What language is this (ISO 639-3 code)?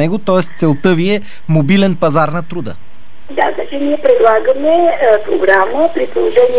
bul